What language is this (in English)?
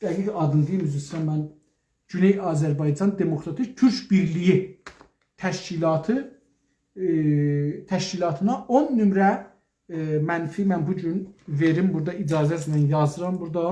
South Azerbaijani